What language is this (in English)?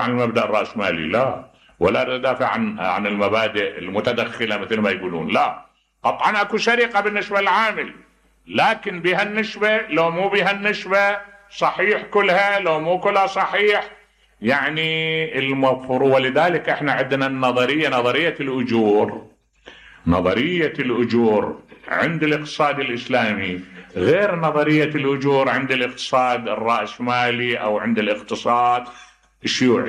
Mesopotamian Arabic